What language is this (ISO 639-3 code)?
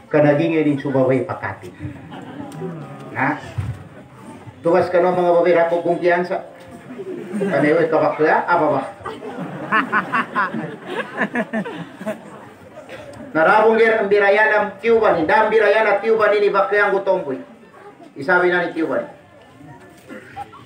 mdh